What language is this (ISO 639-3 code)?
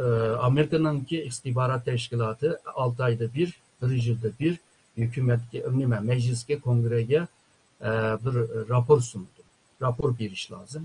uig